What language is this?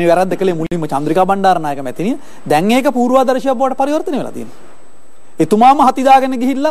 Sinhala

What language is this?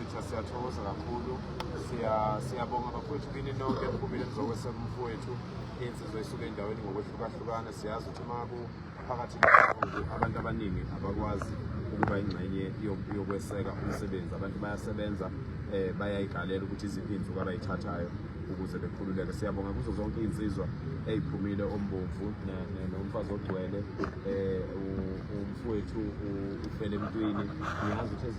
Zulu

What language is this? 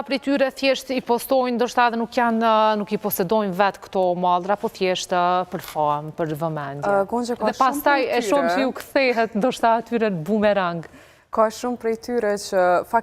Albanian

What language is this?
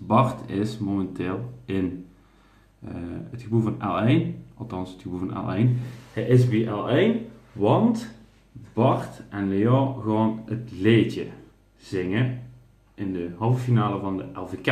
Limburgish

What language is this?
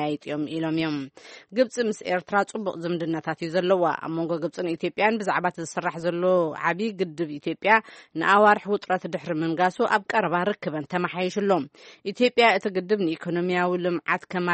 Tigrinya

